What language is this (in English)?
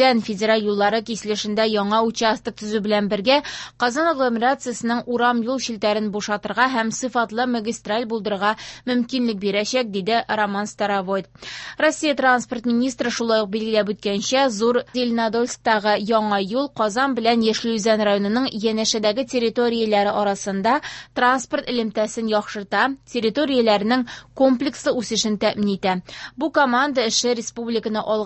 Tatar